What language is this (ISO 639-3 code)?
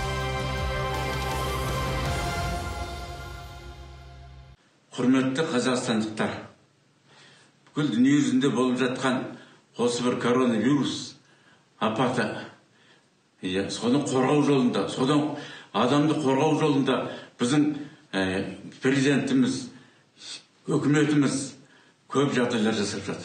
kaz